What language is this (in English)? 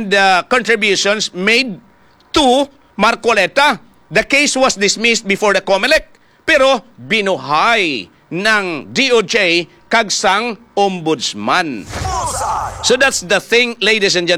Filipino